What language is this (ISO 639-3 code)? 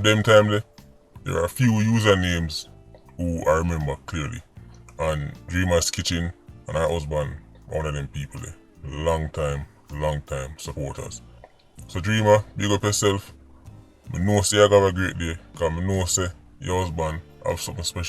jam